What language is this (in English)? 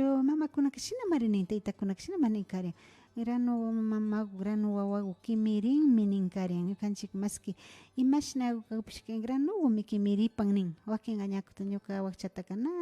Imbabura Highland Quichua